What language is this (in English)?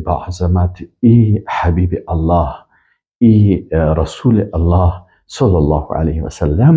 Persian